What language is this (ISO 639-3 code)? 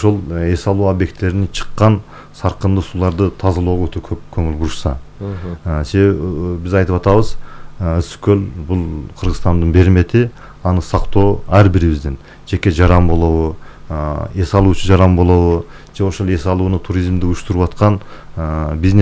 kir